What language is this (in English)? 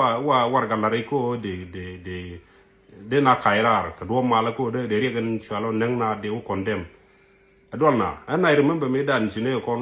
Nuer